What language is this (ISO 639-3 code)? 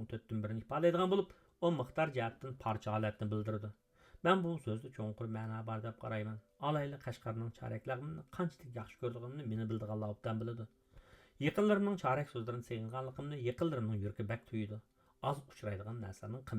uig